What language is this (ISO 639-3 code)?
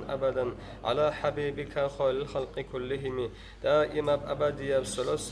ava